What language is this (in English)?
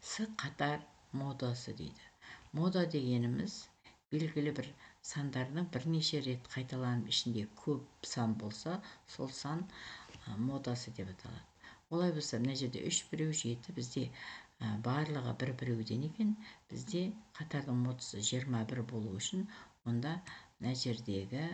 Kazakh